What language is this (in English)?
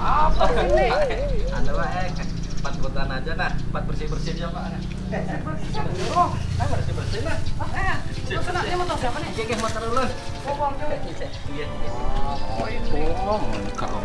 Banjar